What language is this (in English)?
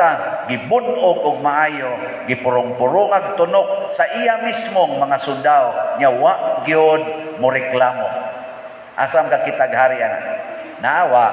Cebuano